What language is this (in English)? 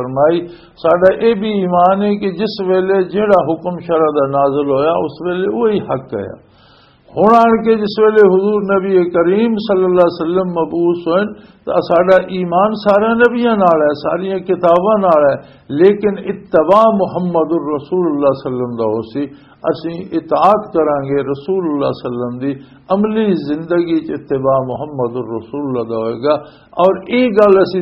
Western Panjabi